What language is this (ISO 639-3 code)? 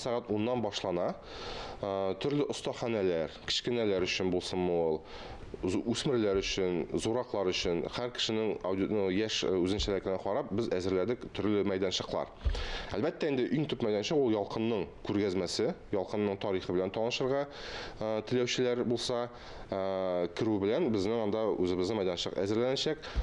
tat